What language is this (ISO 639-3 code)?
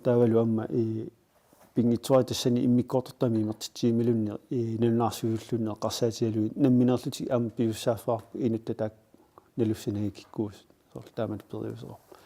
kal